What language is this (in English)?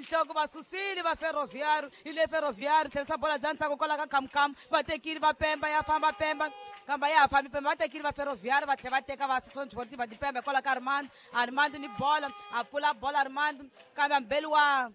Tsonga